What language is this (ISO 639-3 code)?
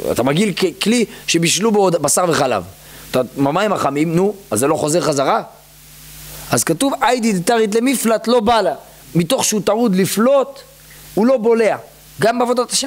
heb